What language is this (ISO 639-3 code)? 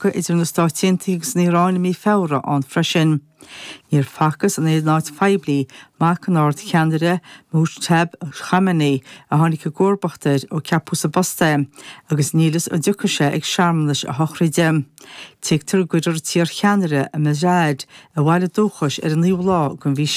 gle